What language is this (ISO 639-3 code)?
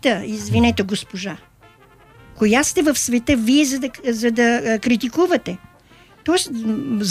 bul